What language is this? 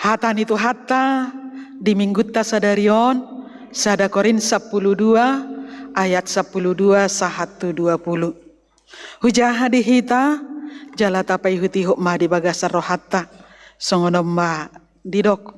Batak Toba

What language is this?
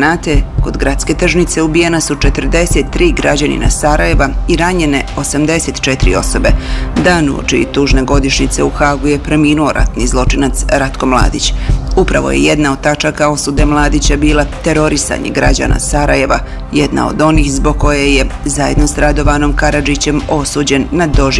Bosnian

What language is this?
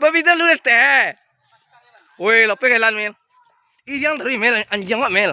Minangkabau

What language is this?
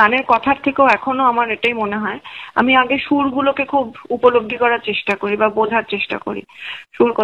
Bangla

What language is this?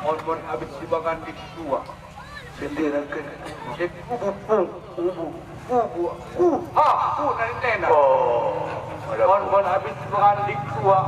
Batak Angkola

